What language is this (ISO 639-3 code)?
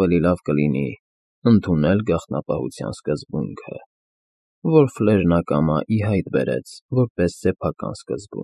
hye